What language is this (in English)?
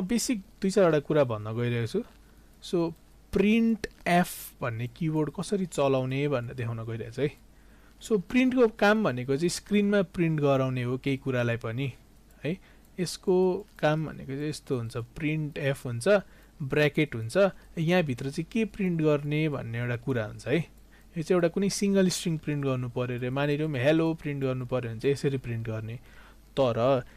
Nepali